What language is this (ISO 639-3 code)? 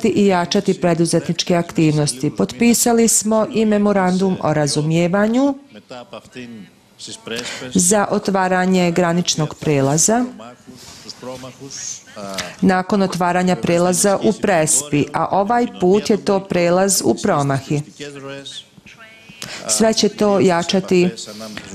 srp